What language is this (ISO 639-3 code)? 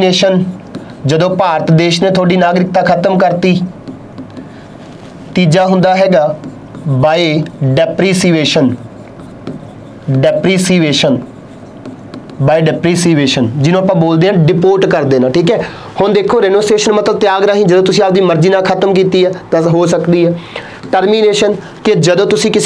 pan